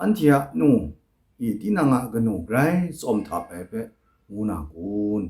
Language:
Kachin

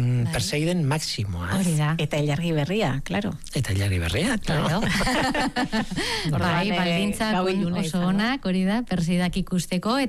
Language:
Basque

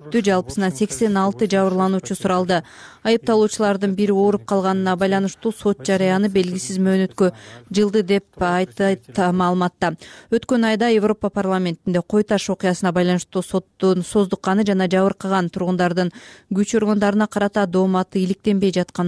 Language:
Kyrgyz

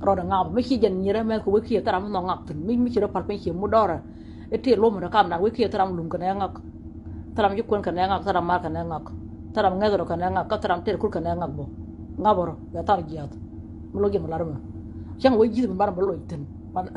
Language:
Nuer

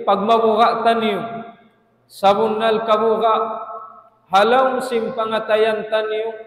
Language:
Tausug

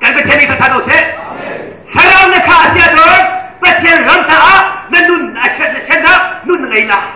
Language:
Hakha Chin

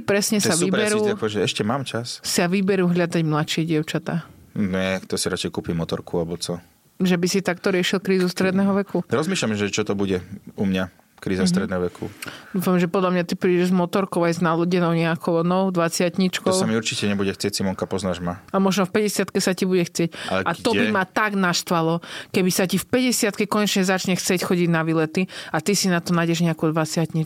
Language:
Slovak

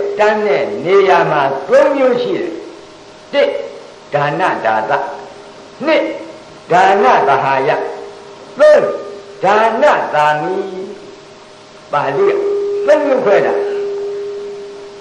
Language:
Burmese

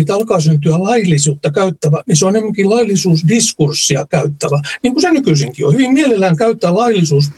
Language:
Finnish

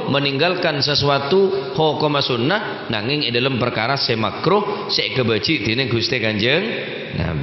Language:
Madurese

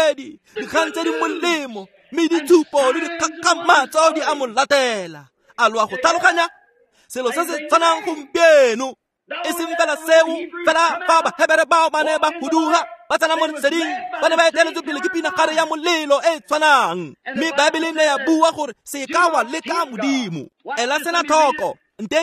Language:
Tswana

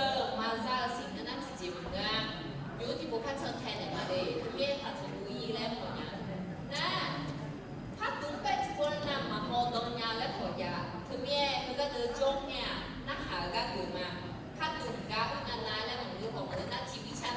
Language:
Akha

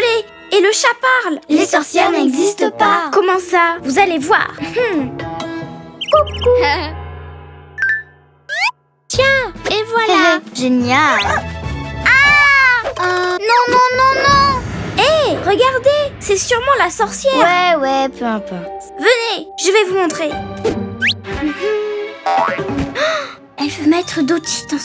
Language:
French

